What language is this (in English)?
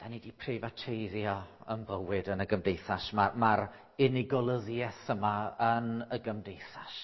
Welsh